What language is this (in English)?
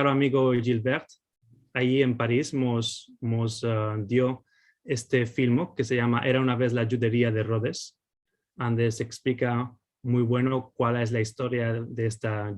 Ladino